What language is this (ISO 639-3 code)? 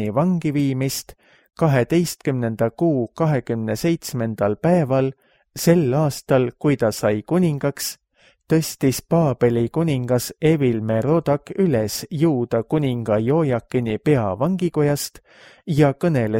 est